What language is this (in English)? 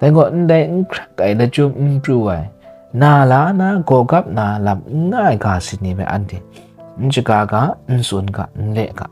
Kachin